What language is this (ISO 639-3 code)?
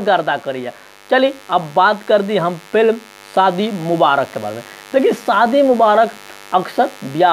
bho